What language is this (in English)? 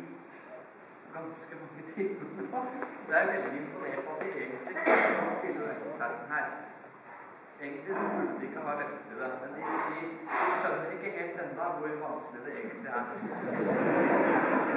Norwegian